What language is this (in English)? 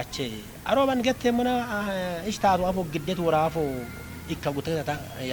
Kafa